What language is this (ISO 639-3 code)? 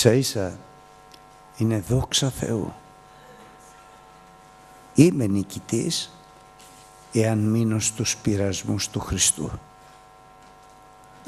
ell